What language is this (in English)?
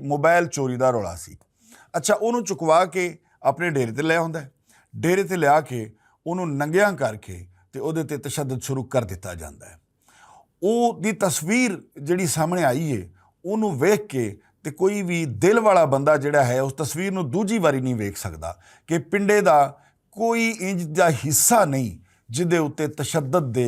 Western Panjabi